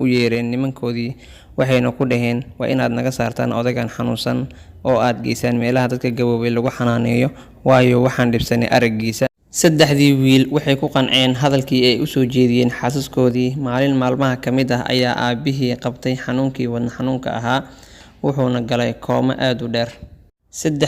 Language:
Somali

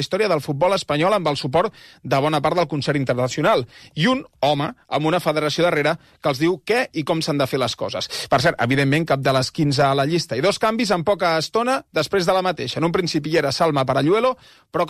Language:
Catalan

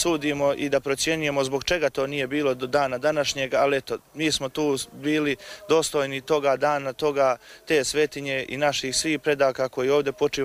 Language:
Croatian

